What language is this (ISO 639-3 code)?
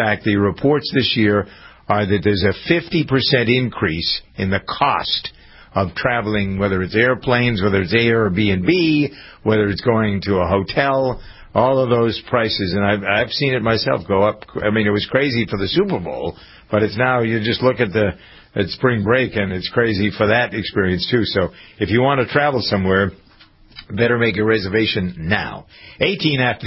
eng